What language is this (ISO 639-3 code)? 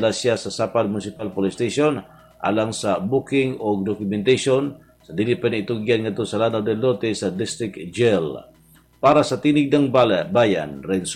ceb